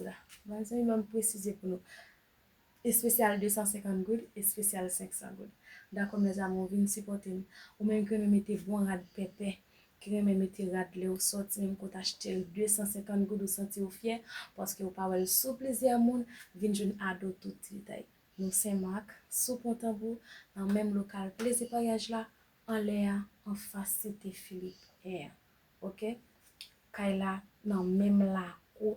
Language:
Haitian Creole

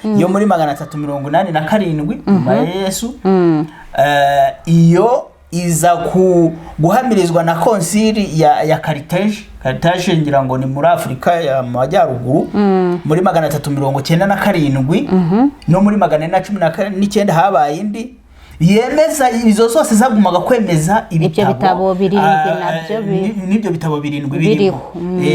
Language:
Kinyarwanda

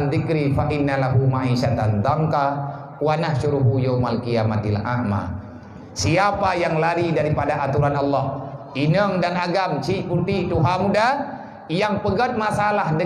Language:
Achinese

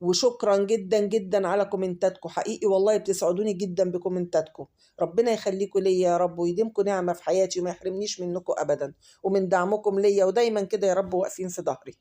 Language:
Egyptian Arabic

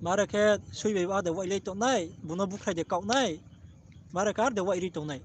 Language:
Riang (India)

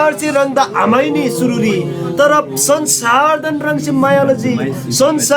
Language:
Eastern Tamang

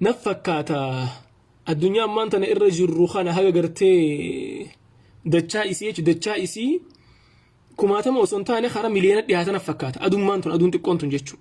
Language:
Oromo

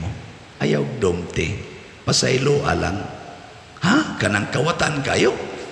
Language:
Cebuano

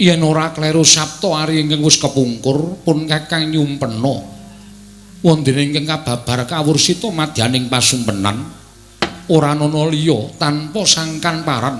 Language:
Javanese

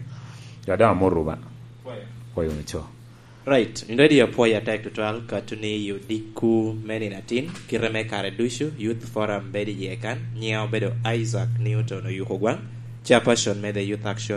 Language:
Lango (Uganda)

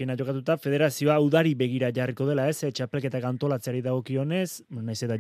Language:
Basque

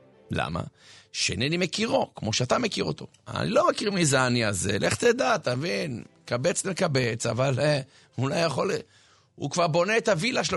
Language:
Hebrew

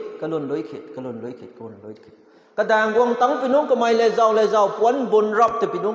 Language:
Rongmei Naga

